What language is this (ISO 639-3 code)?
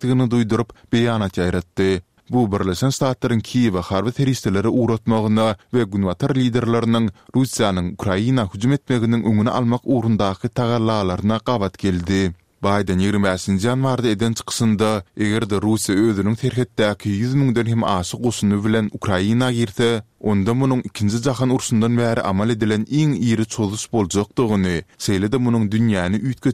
tuk